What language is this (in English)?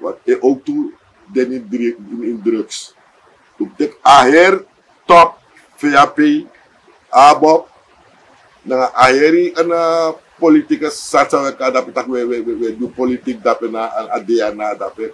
Sranan Tongo